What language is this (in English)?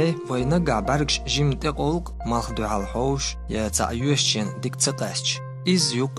Chechen